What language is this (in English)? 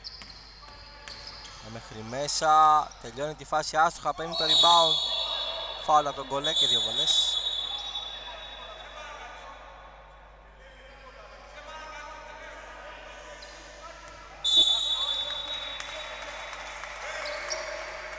Greek